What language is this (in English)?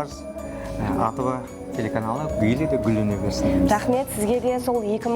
Kara-Kalpak